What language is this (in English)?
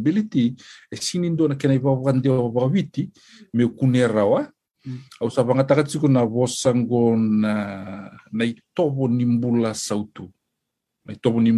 Fijian